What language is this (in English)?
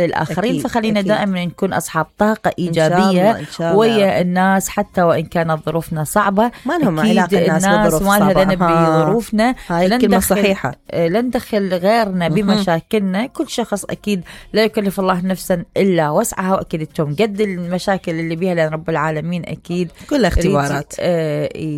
Mesopotamian Arabic